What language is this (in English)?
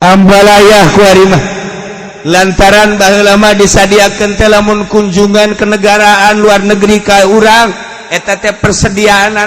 Sundanese